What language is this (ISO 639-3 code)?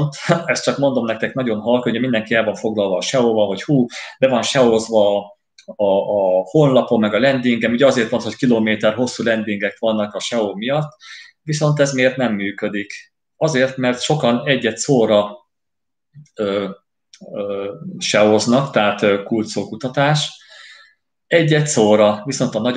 hun